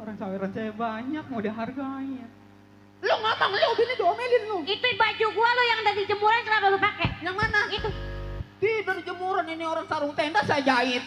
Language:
Betawi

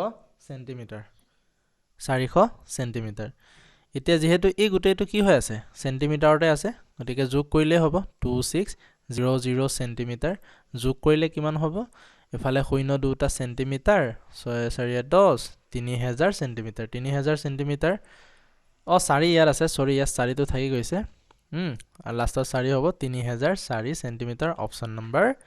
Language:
Assamese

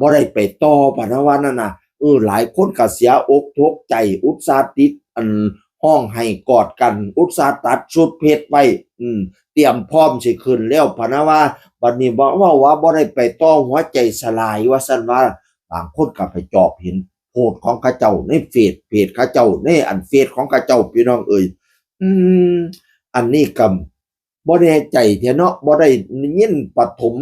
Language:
Northeastern Thai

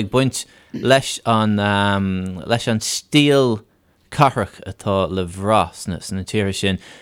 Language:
Irish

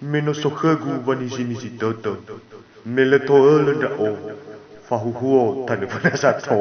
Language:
Nias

